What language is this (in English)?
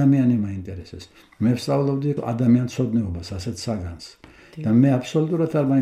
Georgian